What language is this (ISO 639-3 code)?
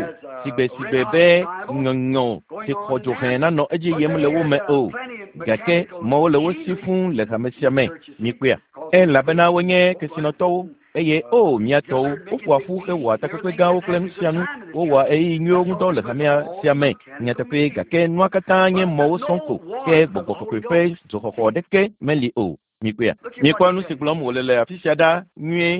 ewe